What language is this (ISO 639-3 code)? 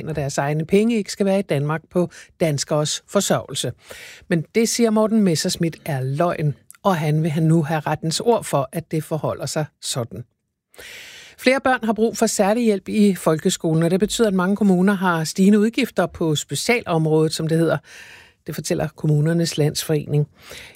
dan